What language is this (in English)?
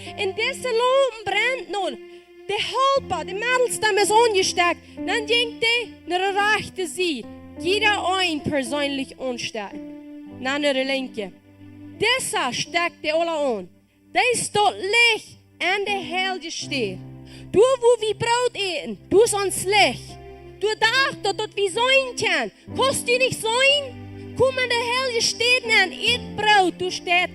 Plautdietsch